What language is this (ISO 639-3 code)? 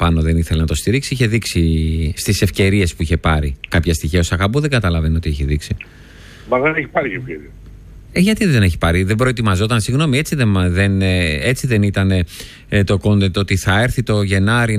ell